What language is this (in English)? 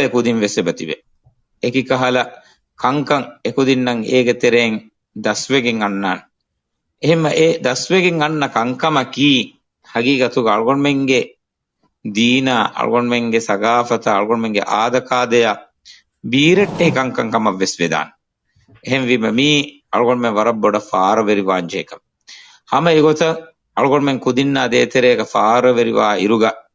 Divehi